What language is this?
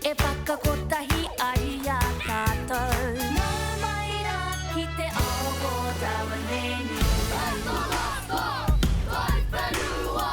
Māori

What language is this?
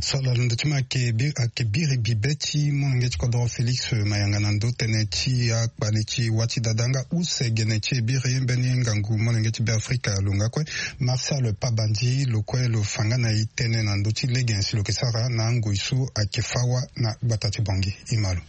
Sango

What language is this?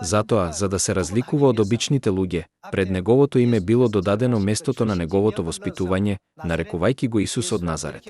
Macedonian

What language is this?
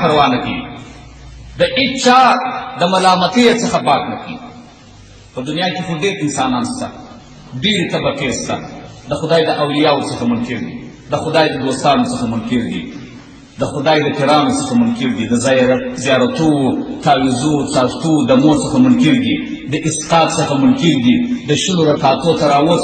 Pashto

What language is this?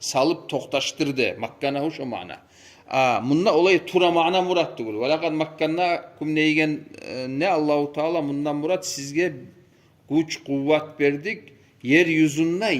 Kumyk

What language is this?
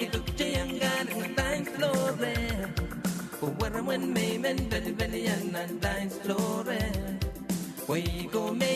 Pohnpeian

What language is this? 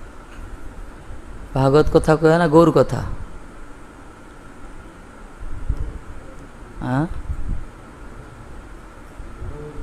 Odia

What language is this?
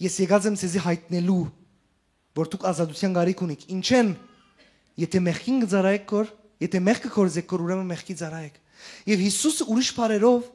Western Armenian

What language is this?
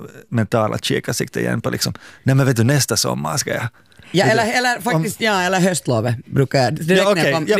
Swedish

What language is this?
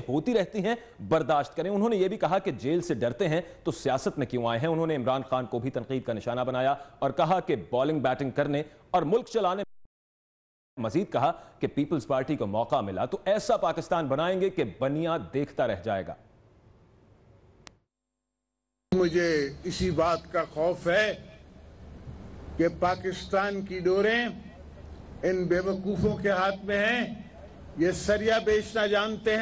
Urdu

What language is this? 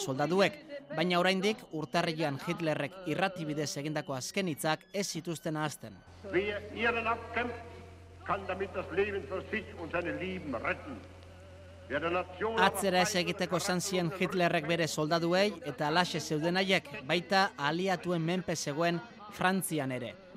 Basque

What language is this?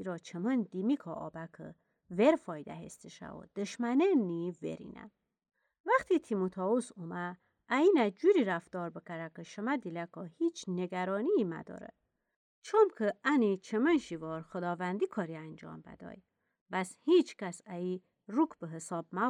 Gilaki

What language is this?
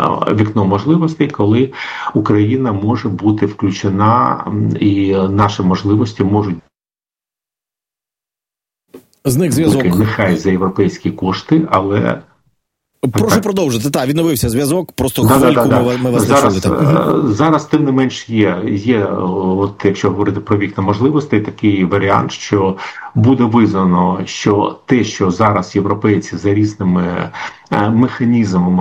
Ukrainian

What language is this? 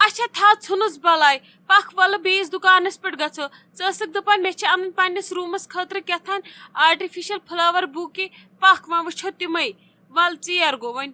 Kashmiri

